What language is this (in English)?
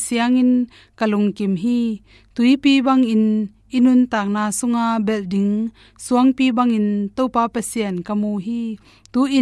Tedim Chin